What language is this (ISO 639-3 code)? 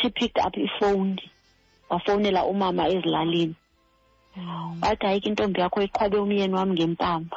xho